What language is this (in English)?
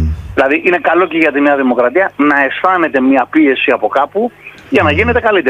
Greek